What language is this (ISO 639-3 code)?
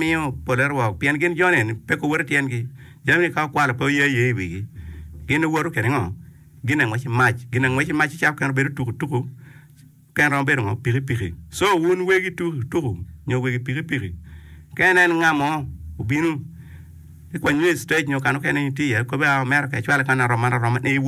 ach